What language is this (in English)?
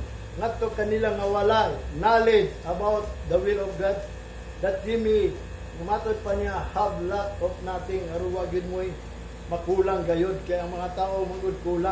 Cebuano